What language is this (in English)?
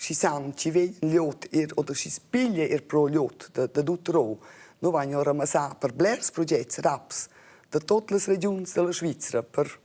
Romansh